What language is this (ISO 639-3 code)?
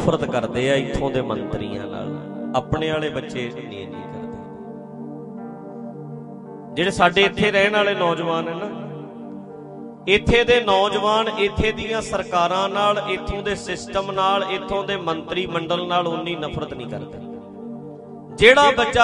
pan